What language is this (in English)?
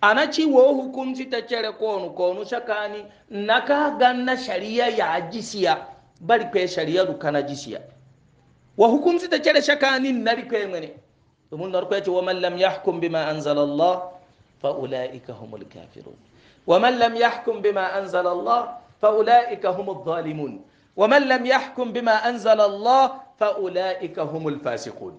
Hausa